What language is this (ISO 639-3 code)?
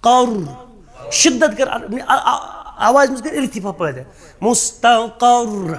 kas